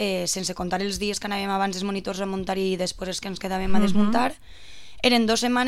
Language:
Catalan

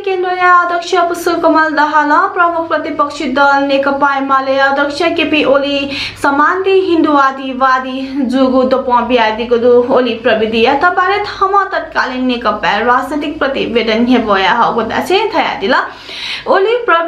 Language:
Newari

